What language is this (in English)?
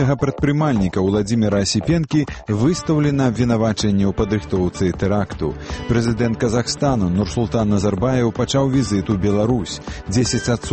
Belarusian